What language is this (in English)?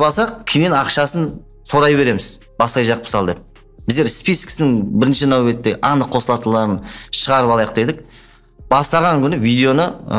Kara-Kalpak